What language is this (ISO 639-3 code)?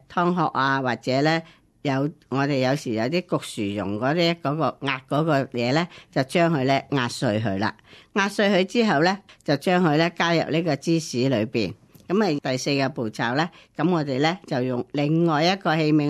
yue